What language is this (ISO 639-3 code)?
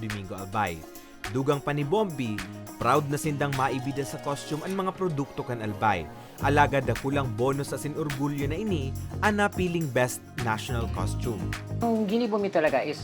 bik